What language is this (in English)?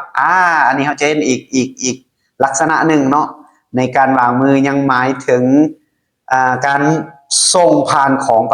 Lao